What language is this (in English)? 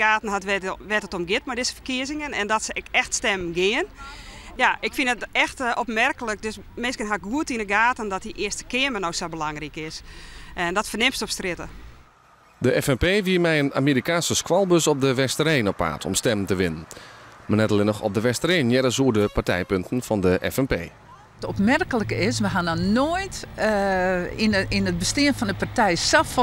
Western Frisian